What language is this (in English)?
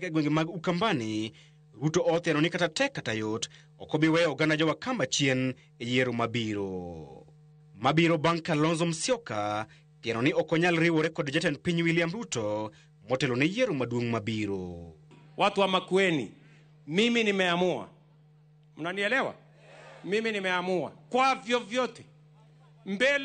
Luo (Kenya and Tanzania)